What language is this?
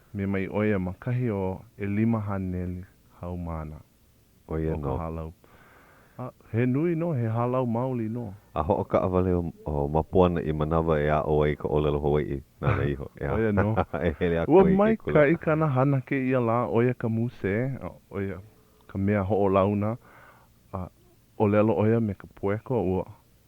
Hawaiian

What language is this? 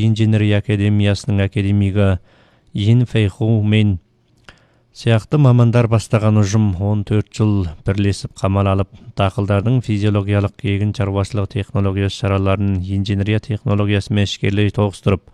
Kazakh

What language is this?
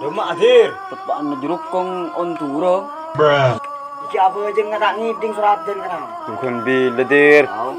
Madurese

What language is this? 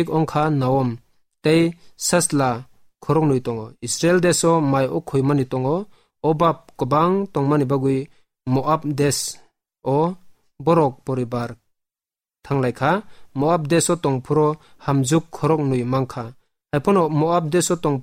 Kok Borok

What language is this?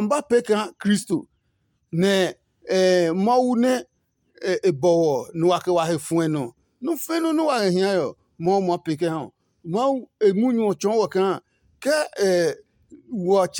Adangme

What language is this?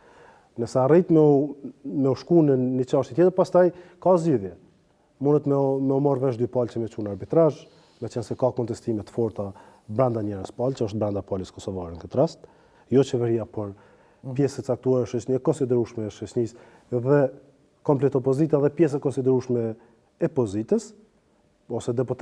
Albanian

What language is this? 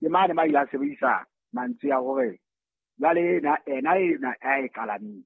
Southern Sotho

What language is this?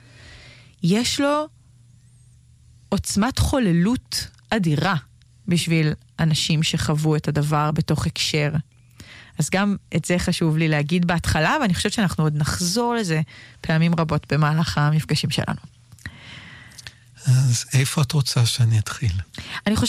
Hebrew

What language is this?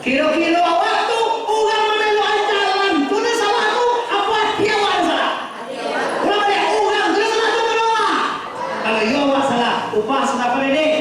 Minangkabau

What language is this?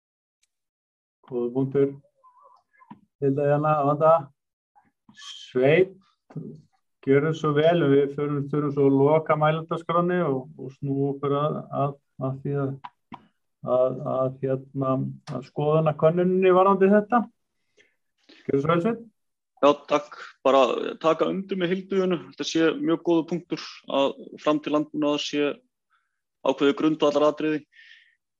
Icelandic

